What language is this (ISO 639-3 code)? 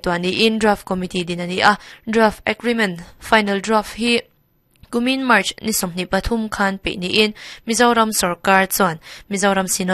lus